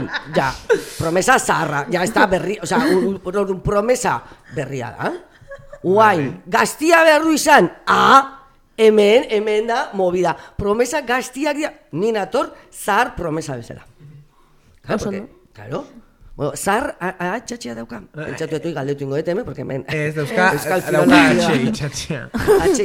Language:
Basque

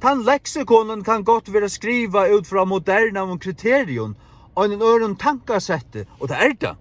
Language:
Faroese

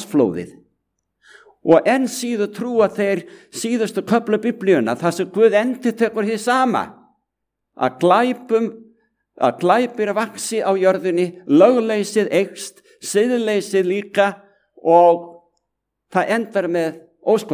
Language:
Icelandic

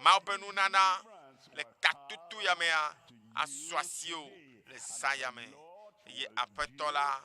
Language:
Ewe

